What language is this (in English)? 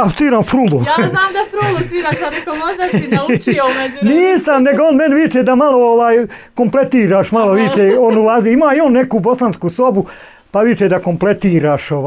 Bosnian